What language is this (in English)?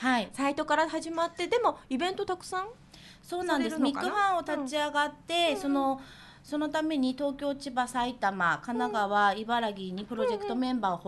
Japanese